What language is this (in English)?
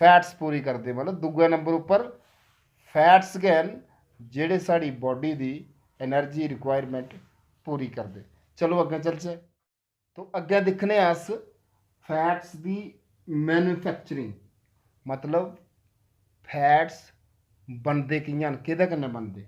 Dogri